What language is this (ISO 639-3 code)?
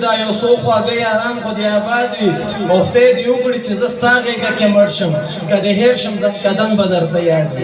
pus